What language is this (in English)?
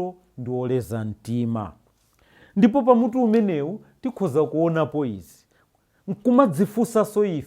Nyanja